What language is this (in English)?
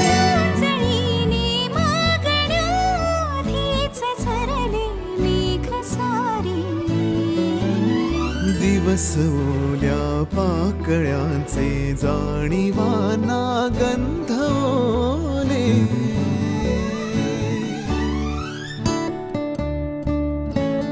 Marathi